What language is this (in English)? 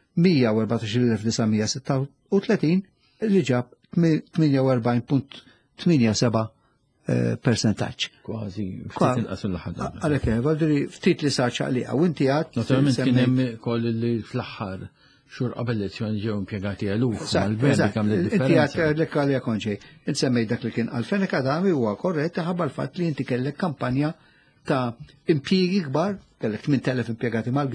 Maltese